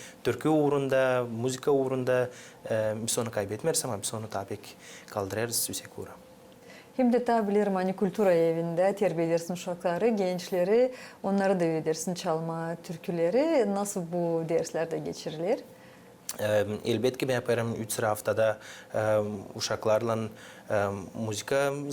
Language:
Gagauz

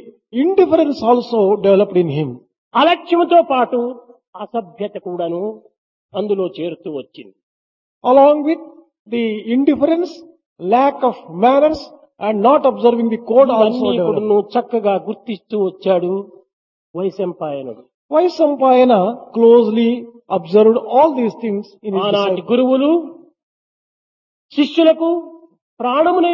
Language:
Telugu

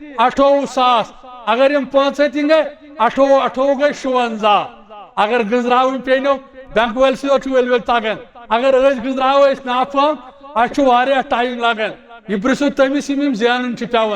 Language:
Kashmiri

